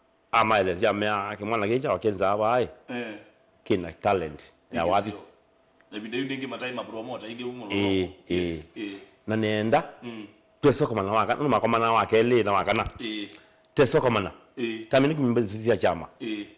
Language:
Kamba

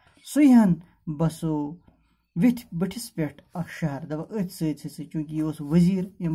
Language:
Kashmiri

